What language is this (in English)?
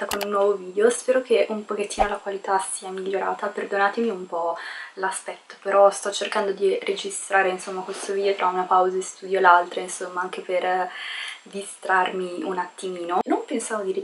Italian